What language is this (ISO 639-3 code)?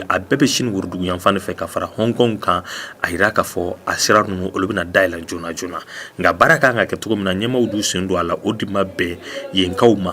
bam